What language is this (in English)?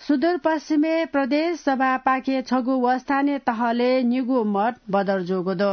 Newari